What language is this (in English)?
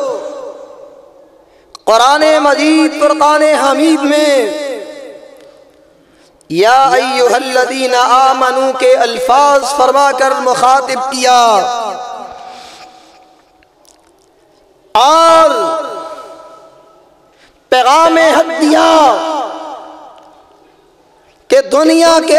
Western Panjabi